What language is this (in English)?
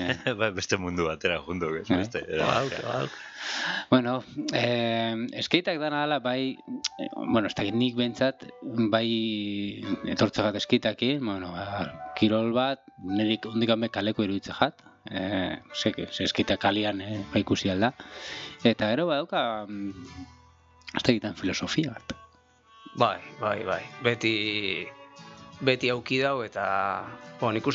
Basque